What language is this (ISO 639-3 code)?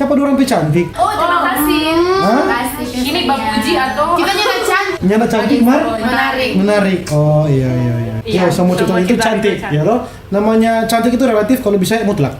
xmm